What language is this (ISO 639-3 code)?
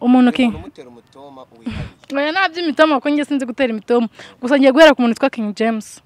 kin